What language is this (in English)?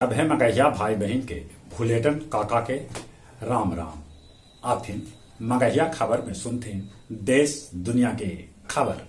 Magahi